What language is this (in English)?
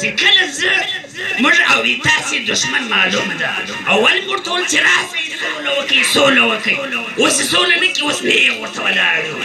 Pashto